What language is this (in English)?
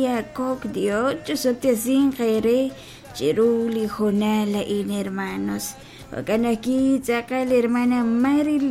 Kekchí